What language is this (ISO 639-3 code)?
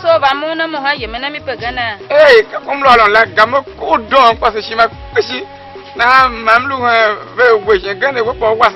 tiv